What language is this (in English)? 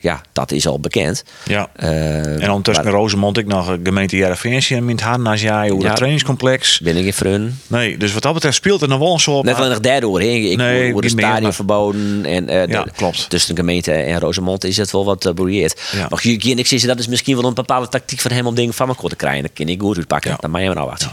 Western Frisian